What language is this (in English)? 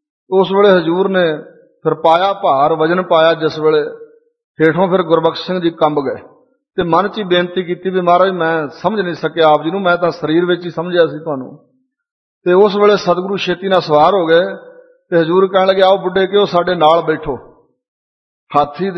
Punjabi